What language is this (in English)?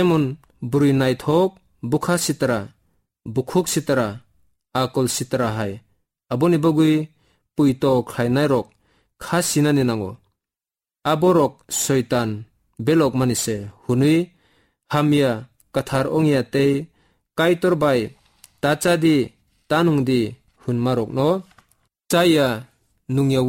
Kok Borok